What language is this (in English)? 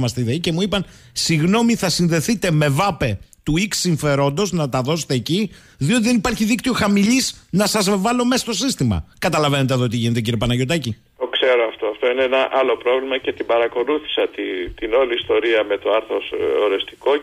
Greek